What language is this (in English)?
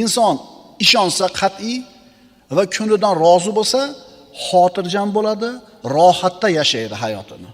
Uzbek